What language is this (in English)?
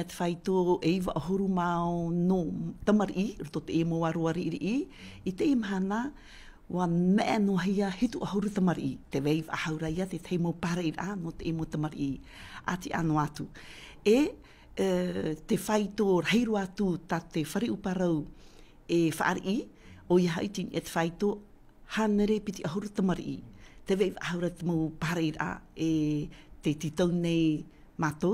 Tahitian